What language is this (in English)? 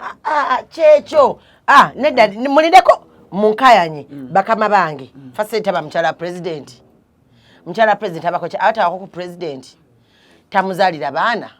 Ganda